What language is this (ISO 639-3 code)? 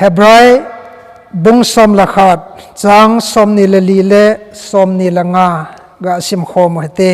tcz